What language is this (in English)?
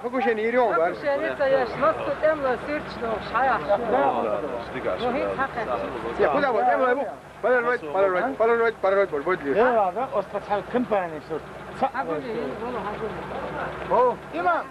Chechen